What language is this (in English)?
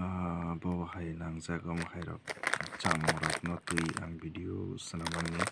Kok Borok